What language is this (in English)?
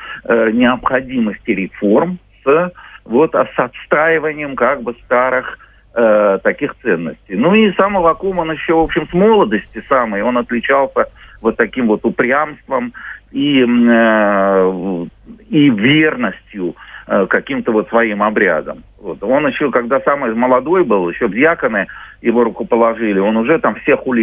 Russian